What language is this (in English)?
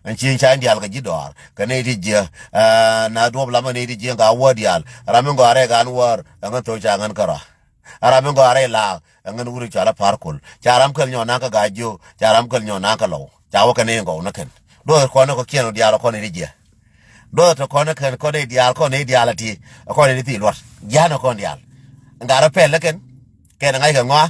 Nuer